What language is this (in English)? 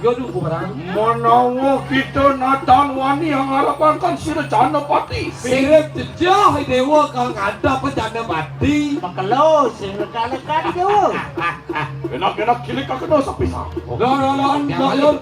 Balinese